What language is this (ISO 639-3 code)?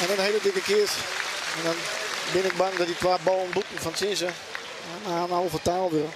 fry